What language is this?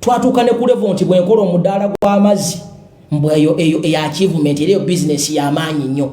Ganda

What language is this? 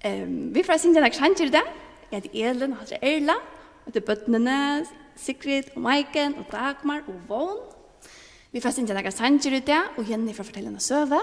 Faroese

